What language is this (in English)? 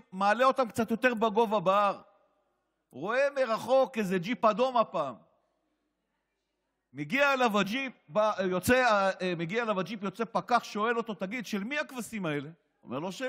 Hebrew